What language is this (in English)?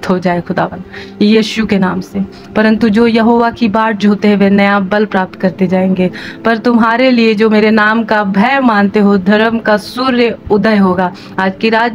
Hindi